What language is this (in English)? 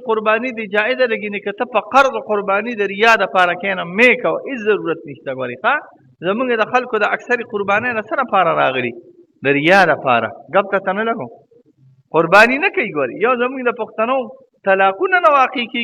Pashto